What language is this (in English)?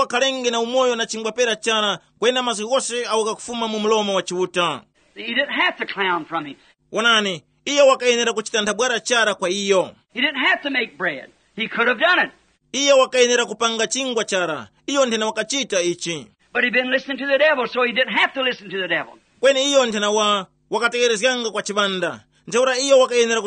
Tumbuka